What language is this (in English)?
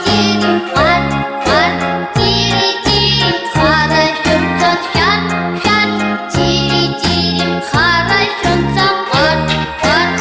Abkhazian